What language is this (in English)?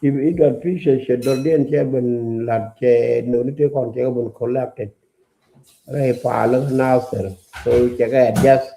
Nuer